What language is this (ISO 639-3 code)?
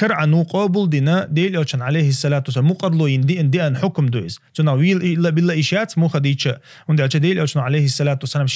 che